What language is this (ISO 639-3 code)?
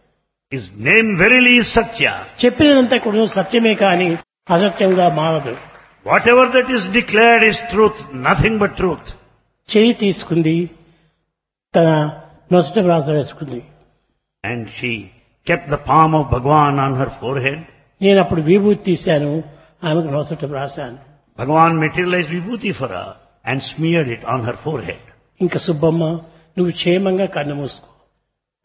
tel